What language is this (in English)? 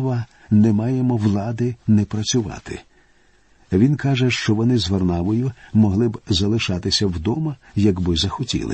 Ukrainian